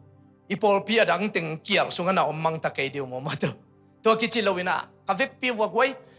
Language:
Tedim Chin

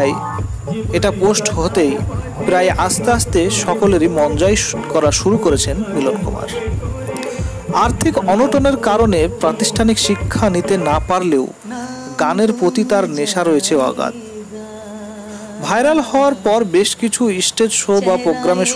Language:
Bangla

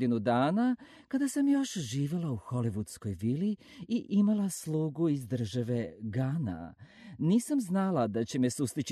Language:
Serbian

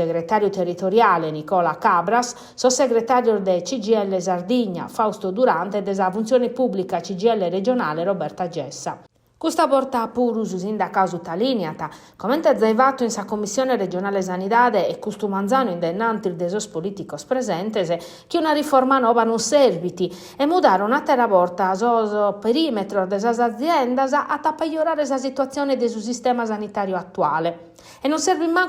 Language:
Sardinian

